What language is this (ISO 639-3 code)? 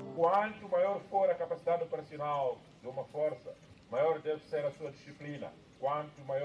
tso